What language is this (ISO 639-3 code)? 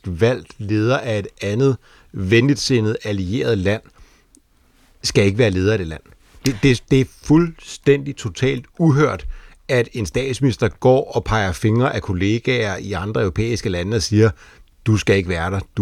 dan